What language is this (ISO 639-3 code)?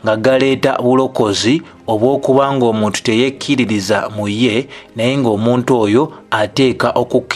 lug